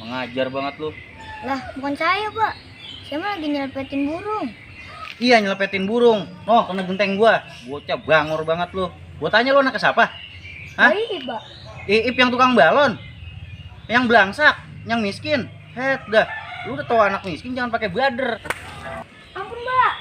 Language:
Betawi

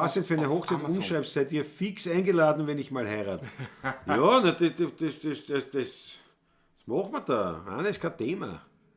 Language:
Bavarian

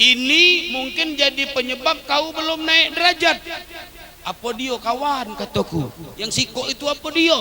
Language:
Musi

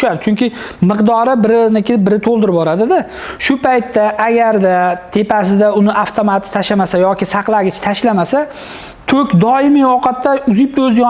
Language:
Uzbek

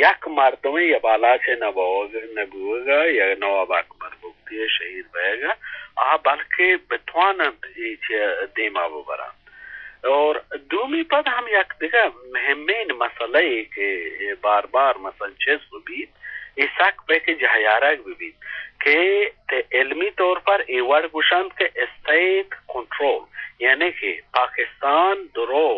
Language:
Eastern Balochi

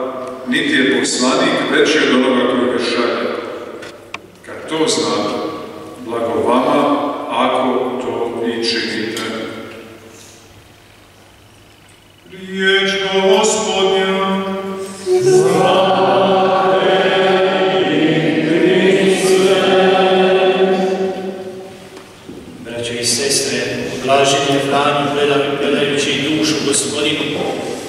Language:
Croatian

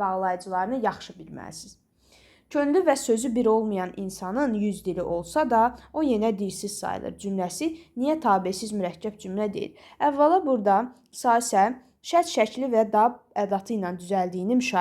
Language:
Azerbaijani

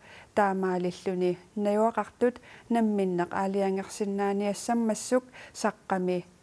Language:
Kalaallisut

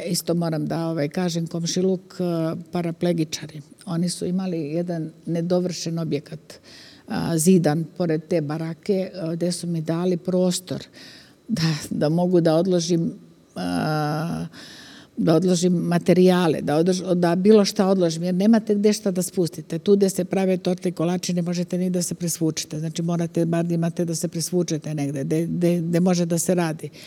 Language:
Serbian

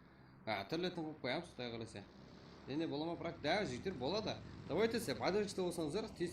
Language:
Kara-Kalpak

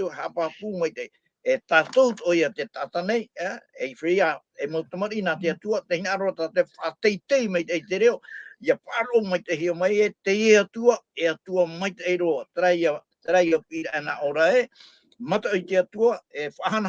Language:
Tahitian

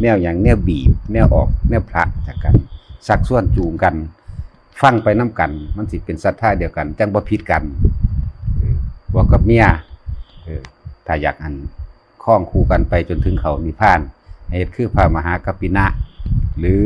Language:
Northeastern Thai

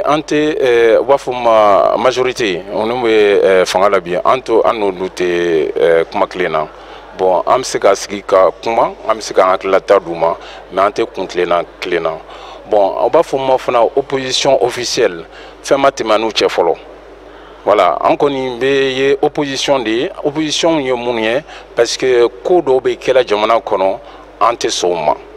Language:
Bambara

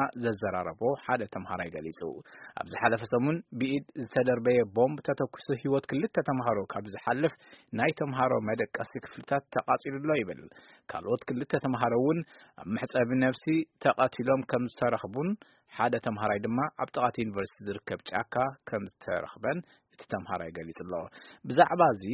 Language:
Tigrinya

